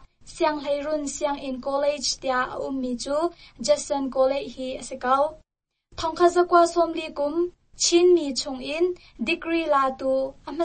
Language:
Hakha Chin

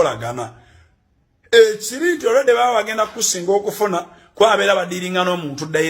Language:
Ganda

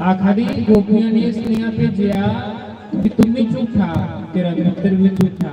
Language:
Dogri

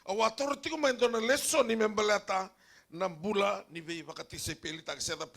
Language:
Fijian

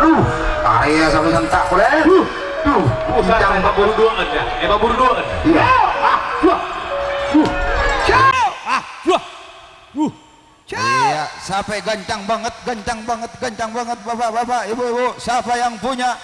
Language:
Madurese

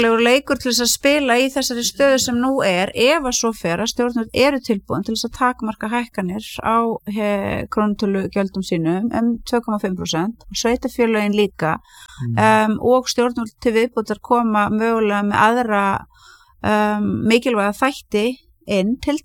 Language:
Icelandic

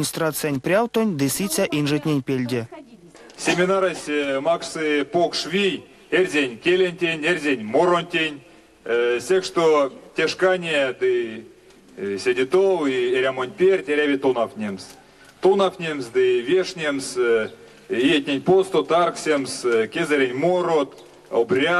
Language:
Erzya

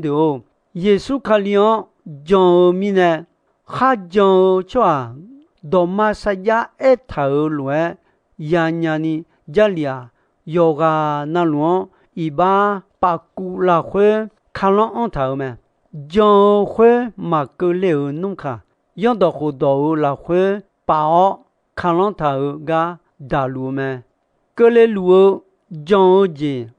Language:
Akha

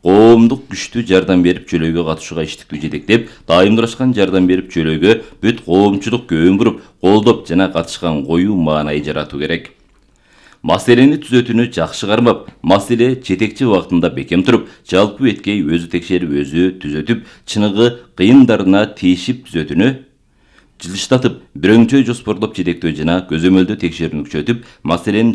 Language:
Kyrgyz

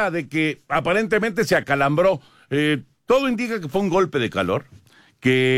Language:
Spanish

